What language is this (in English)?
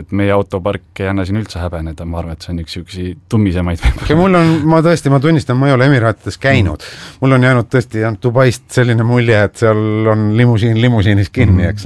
Estonian